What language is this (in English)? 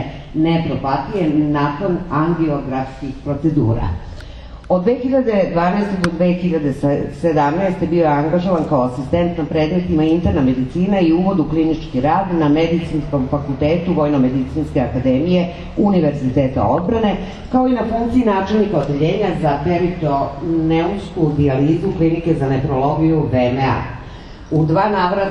Serbian